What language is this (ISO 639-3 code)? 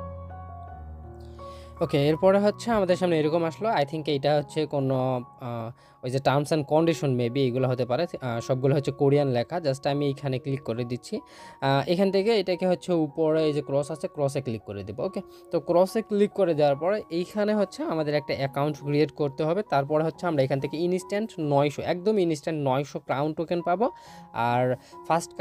ben